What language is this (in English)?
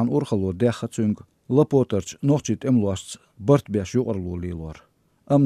Chechen